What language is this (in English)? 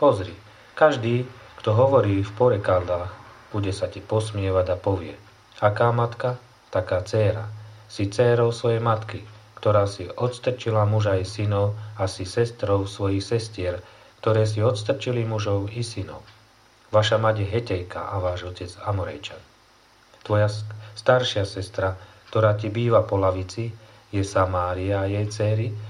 Slovak